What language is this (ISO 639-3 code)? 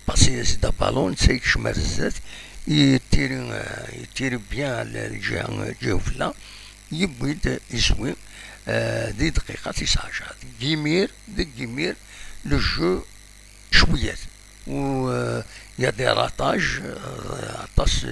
kab